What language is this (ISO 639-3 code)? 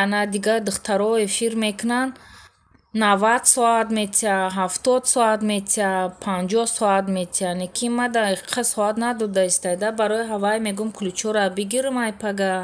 tgk